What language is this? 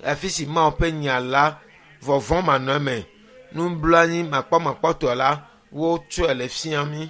Ewe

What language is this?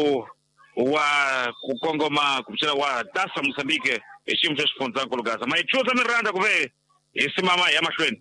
Tsonga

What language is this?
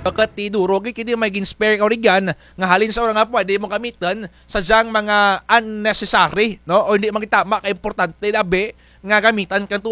Kinaray-a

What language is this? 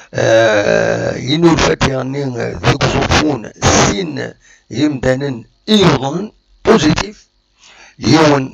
Kabyle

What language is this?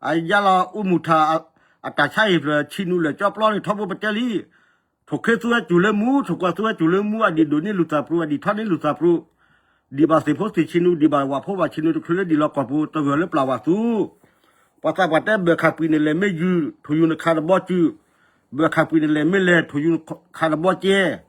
S'gaw Karen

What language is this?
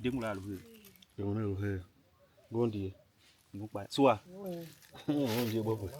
Tiv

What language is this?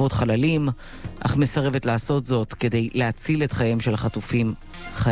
Hebrew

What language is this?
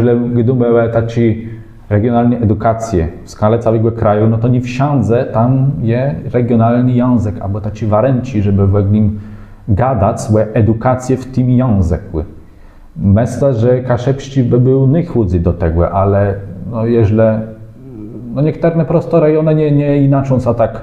Kashubian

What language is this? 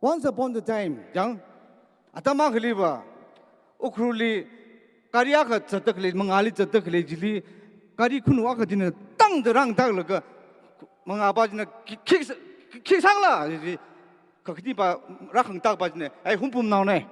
Tangkhul Naga (India)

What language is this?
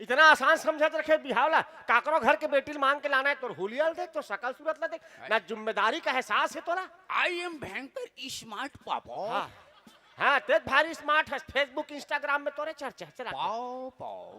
Chhattisgarhi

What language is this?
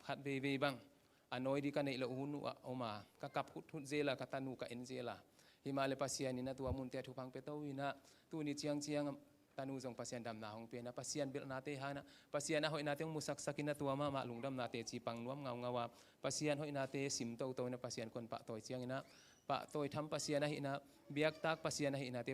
Tedim Chin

